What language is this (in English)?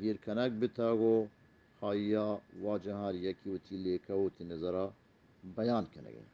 Eastern Balochi